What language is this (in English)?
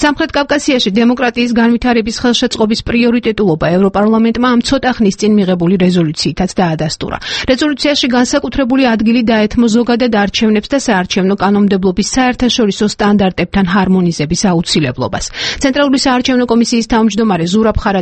Georgian